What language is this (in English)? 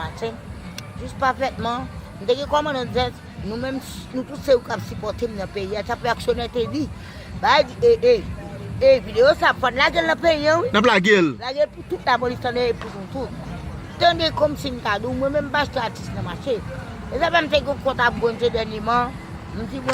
Haitian Creole